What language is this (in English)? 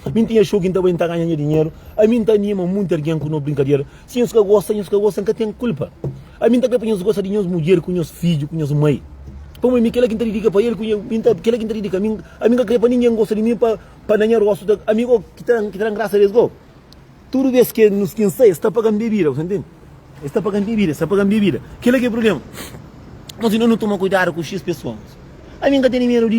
Kabuverdianu